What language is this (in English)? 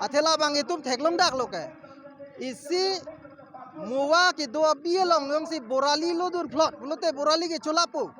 Karbi